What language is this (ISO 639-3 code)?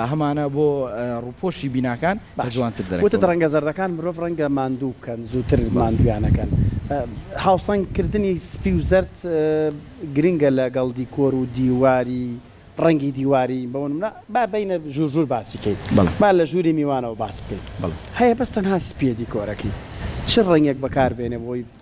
ckb